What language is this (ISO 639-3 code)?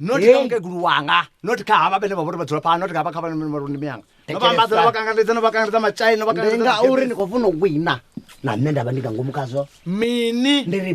ven